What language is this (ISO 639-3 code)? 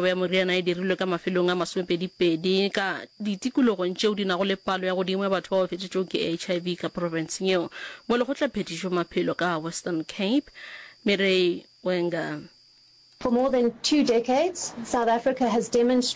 nso